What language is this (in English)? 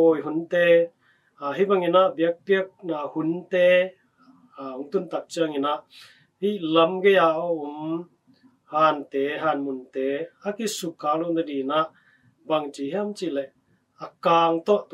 Tedim Chin